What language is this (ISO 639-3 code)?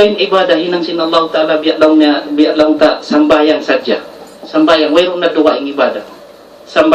tsg